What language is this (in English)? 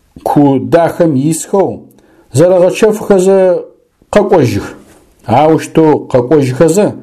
Adyghe